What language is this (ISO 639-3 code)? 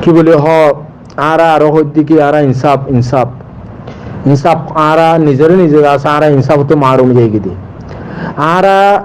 rhg